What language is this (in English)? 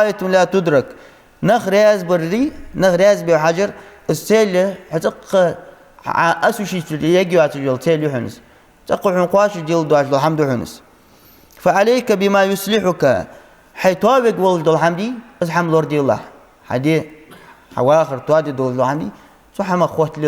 Ingush